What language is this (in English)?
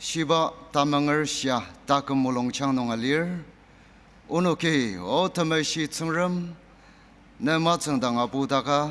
Ao Naga